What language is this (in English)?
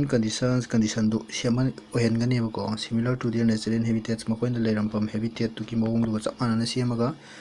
Manipuri